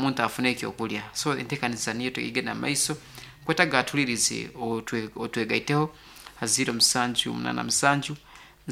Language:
Nyankole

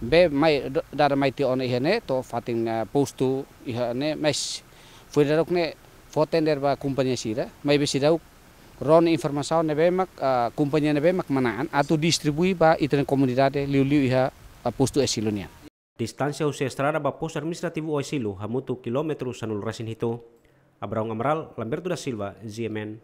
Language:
Tetum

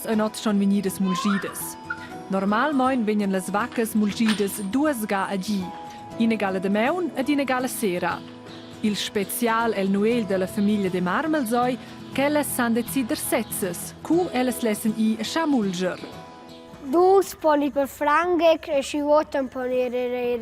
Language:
Romansh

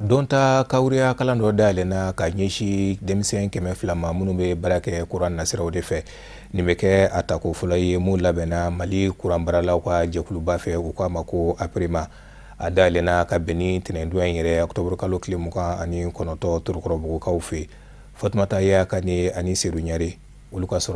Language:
Bambara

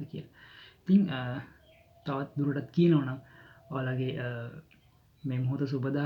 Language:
Sinhala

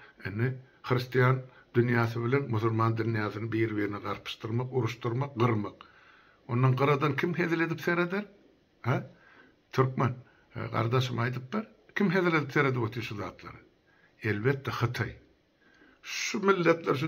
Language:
Turkmen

